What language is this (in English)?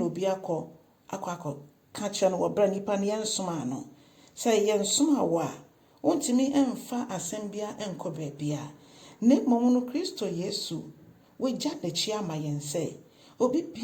Akan